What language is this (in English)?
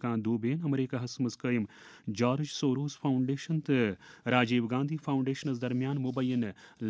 Kashmiri